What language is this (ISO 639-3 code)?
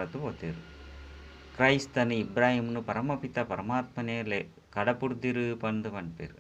tcy